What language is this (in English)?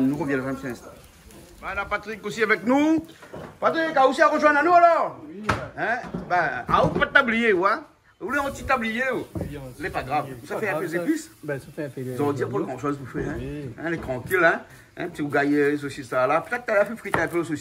Réunion Creole French